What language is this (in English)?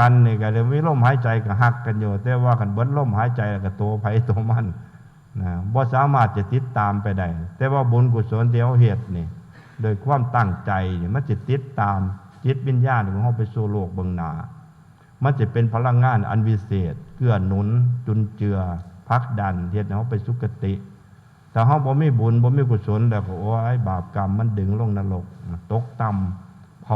Northeastern Thai